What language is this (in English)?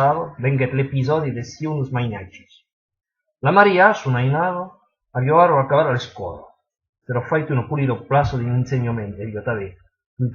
Occitan